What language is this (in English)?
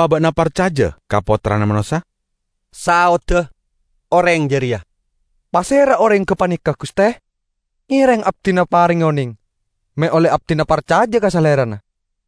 Madurese